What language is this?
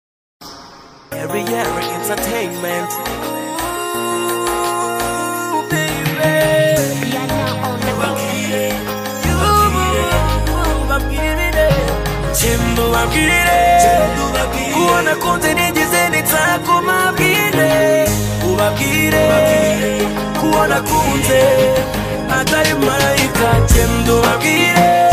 Kinyarwanda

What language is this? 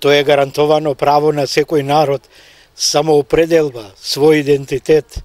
Macedonian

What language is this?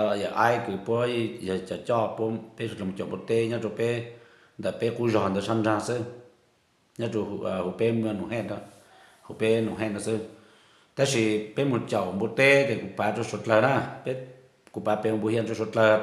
Hmong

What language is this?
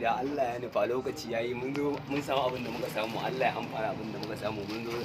Hausa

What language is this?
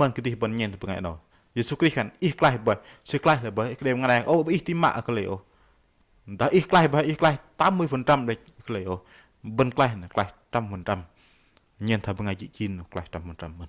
Bahnar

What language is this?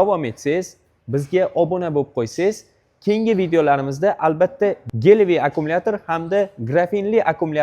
Uzbek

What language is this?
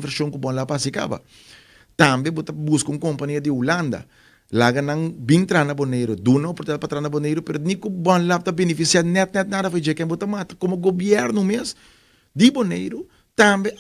Papiamento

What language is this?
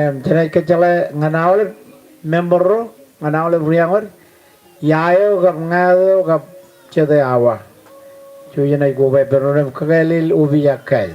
Marshallese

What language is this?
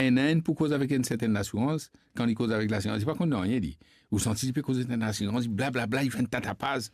Morisyen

